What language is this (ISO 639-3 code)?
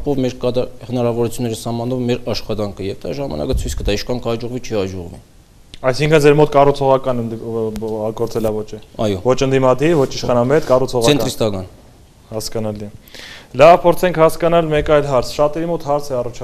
hye